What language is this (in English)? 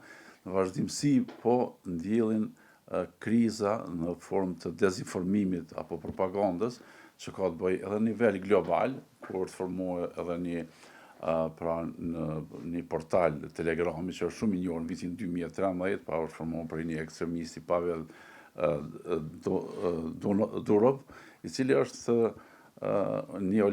Albanian